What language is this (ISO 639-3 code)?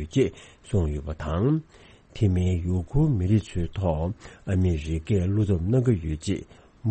bod